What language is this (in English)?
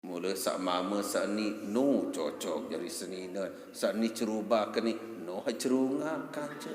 Sasak